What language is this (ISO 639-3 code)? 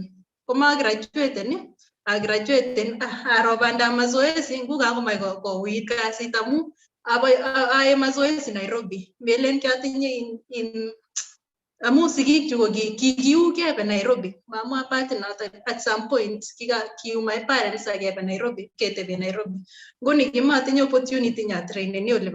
kln